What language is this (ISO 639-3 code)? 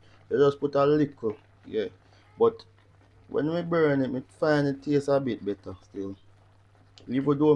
jam